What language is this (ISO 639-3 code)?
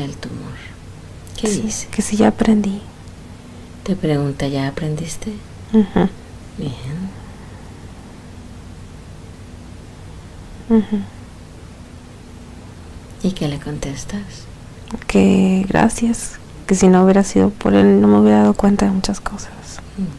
spa